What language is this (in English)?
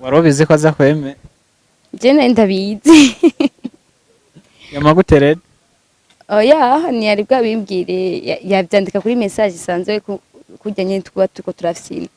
Rundi